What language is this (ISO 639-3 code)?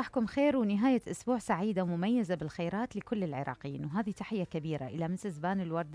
acm